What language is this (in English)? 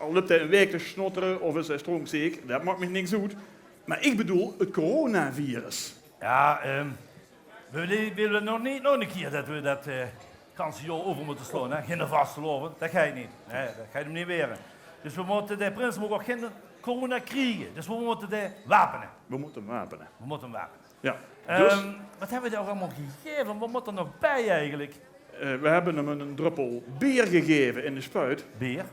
Limburgish